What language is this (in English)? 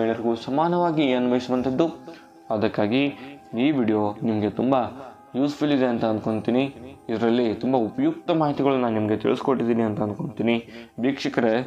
Kannada